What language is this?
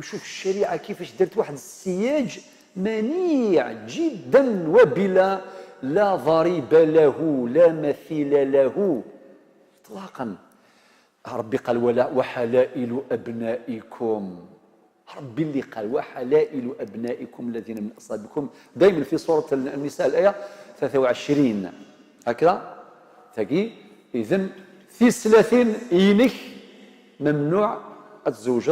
Algerian Arabic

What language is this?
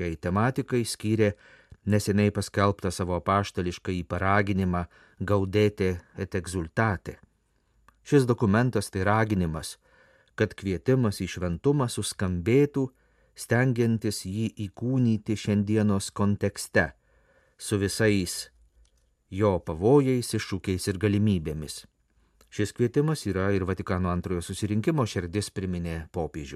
Lithuanian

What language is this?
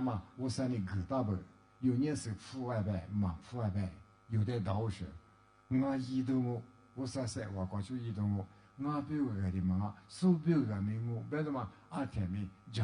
Lisu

